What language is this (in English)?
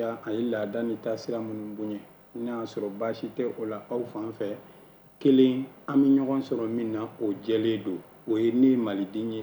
Bambara